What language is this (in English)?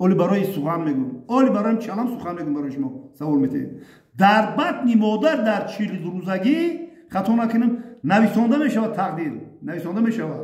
Tajik